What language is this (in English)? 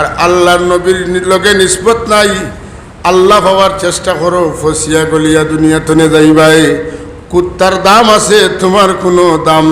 Sylheti